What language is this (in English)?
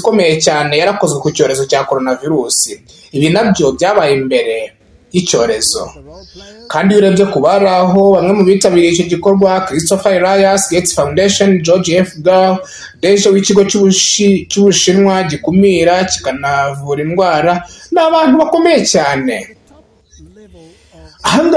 Kinyarwanda